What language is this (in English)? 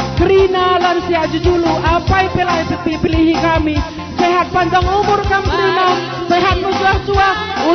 Batak Karo